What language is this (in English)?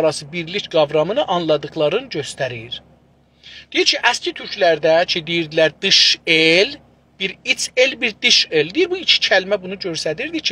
South Azerbaijani